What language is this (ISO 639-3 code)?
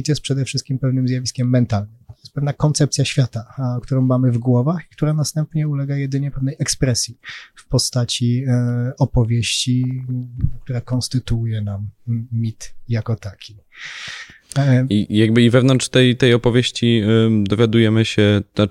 pol